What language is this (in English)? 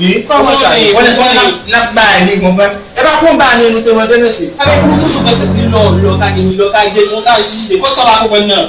Haitian Creole